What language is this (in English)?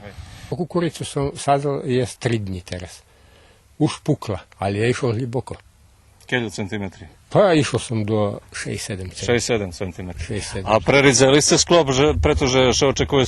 Rusyn